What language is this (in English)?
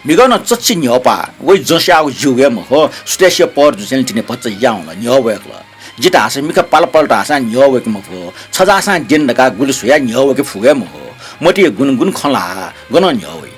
Newari